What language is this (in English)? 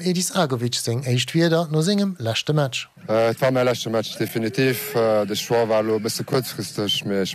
Luxembourgish